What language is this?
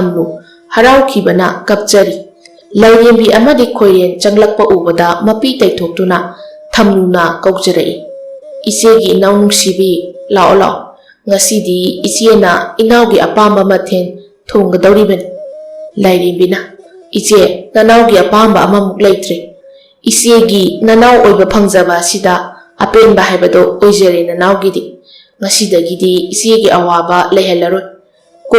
Manipuri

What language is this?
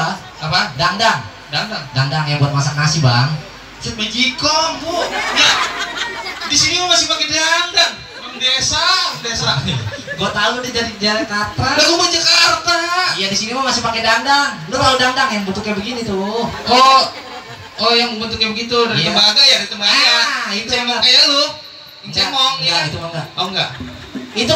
Betawi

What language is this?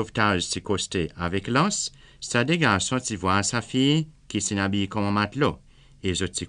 Seselwa Creole French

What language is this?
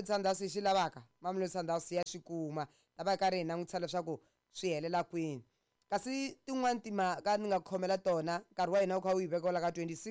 Tsonga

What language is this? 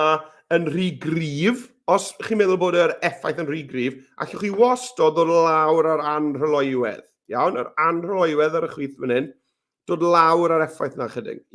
Welsh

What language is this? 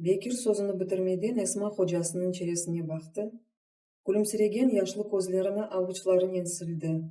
Crimean Tatar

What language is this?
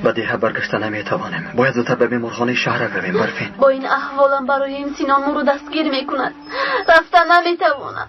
Tajik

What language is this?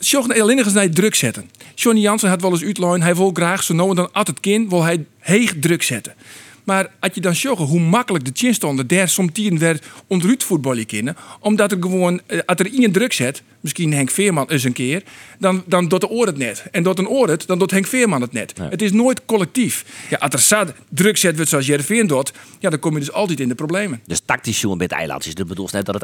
Western Frisian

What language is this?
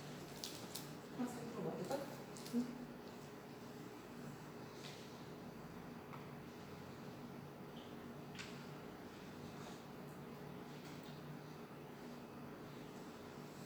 Ukrainian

